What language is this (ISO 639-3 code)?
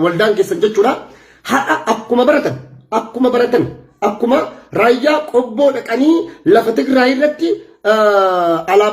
orm